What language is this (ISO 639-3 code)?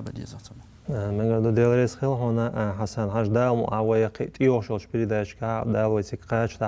che